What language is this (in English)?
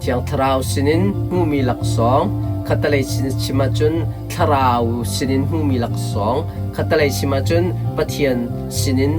Hakha Chin